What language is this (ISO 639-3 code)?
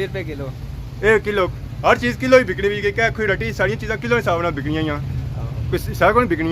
phr